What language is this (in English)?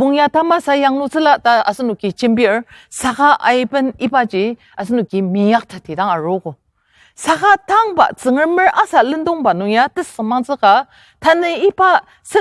Ao Naga